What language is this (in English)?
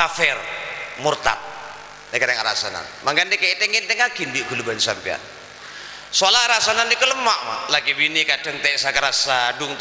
Madurese